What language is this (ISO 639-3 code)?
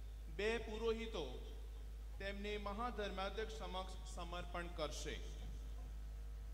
guj